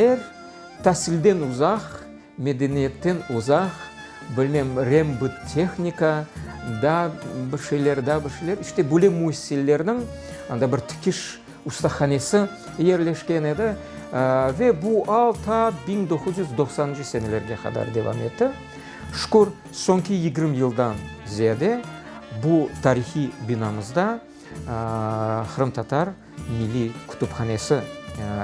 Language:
Crimean Tatar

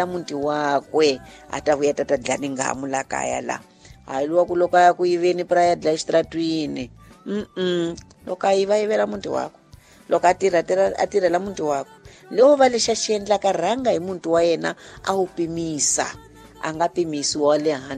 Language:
Tsonga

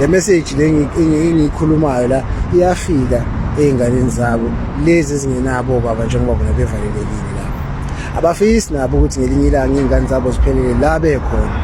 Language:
Zulu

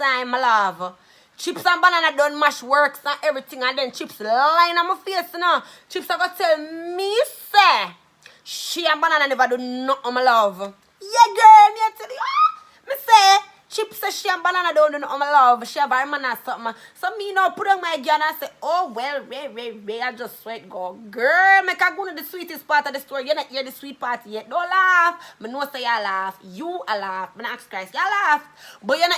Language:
Jamaican Creole English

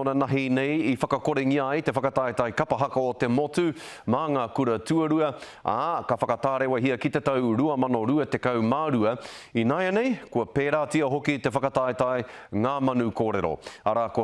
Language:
Māori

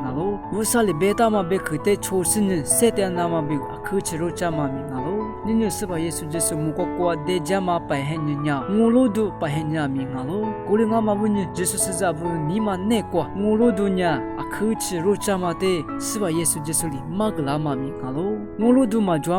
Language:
Lisu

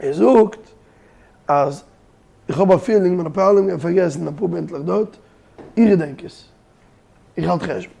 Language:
Yiddish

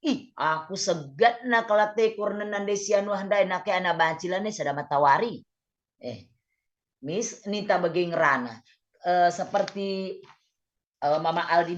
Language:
Batak Karo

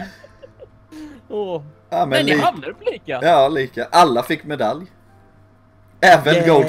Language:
Swedish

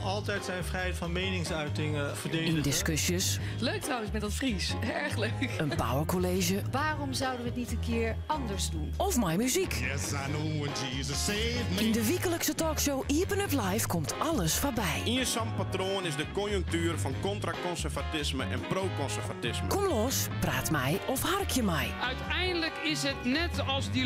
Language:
Western Frisian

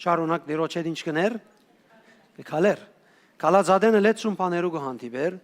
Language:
Western Armenian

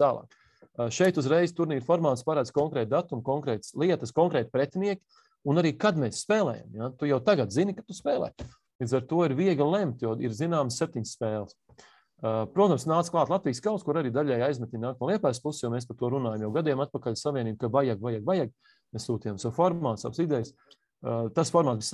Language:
Latvian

